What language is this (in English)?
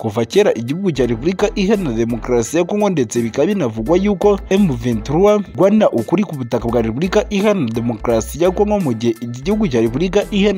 Kinyarwanda